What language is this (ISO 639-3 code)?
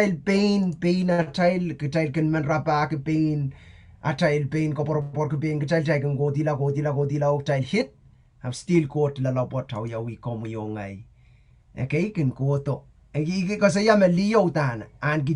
pon